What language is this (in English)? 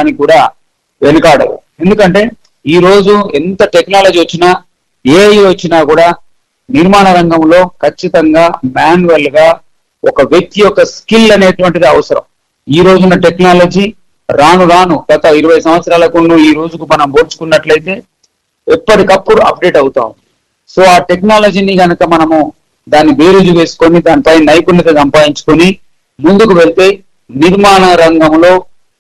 Telugu